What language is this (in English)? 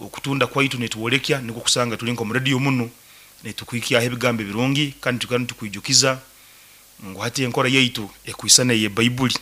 Nyoro